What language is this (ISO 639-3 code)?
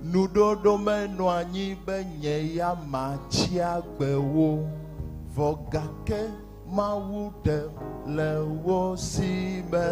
ewe